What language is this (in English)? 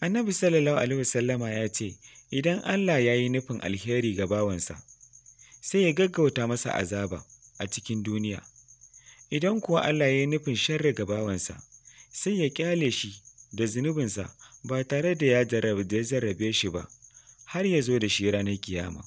Hausa